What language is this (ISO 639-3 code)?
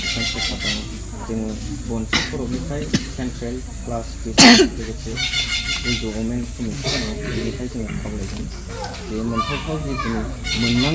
brx